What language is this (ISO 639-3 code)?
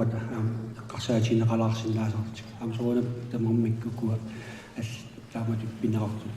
kal